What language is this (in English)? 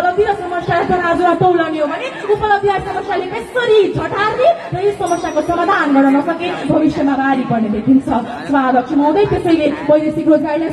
Nepali